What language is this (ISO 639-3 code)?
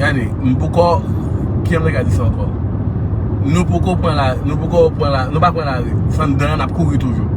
hat